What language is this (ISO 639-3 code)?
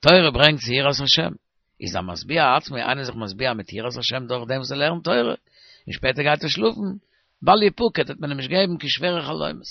yid